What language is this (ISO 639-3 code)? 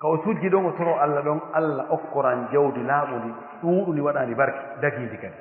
fuf